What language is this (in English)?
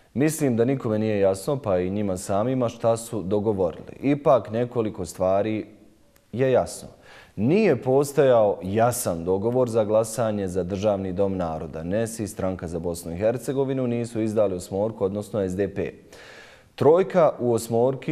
Bosnian